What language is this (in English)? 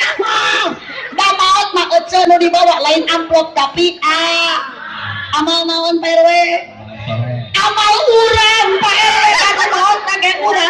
Sundanese